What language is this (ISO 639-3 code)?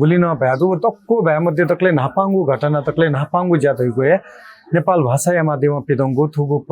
new